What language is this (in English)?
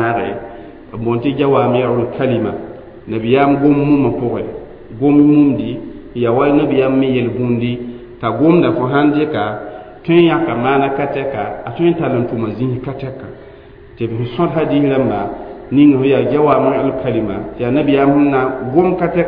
Mossi